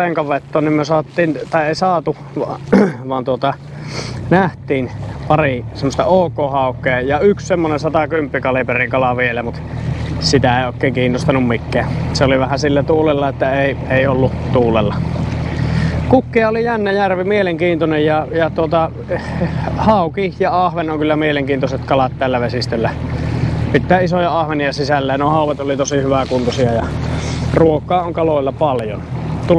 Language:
Finnish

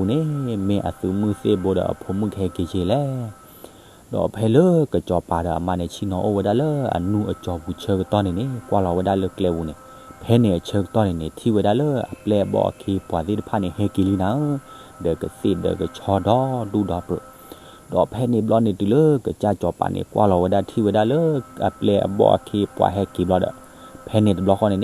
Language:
S'gaw Karen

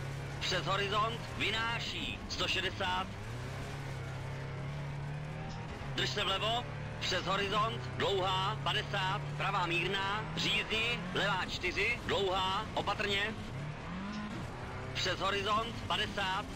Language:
Czech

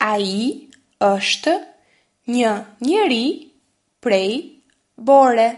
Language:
Albanian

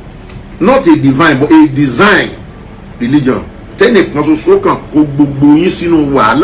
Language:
Yoruba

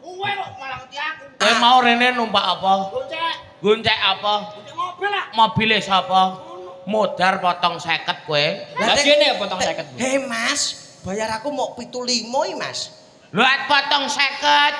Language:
Javanese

